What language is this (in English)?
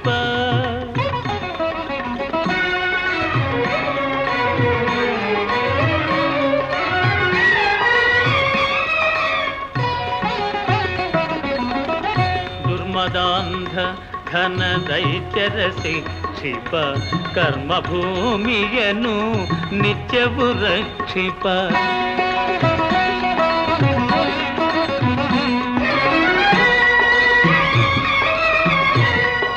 Kannada